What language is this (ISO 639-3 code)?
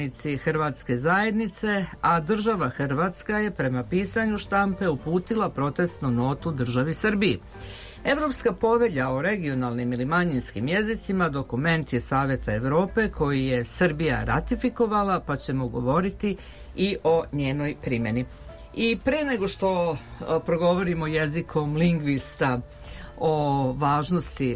srp